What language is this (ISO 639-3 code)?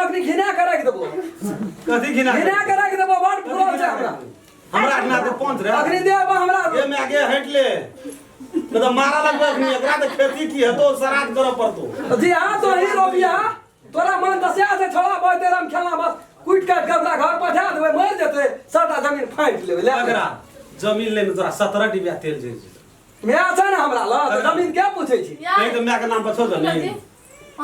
mai